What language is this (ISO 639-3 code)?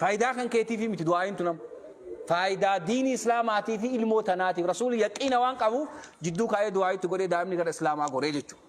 orm